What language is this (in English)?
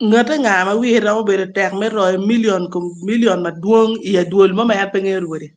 Acoli